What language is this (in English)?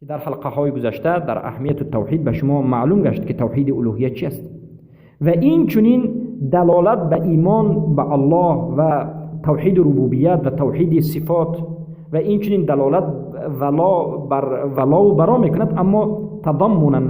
Persian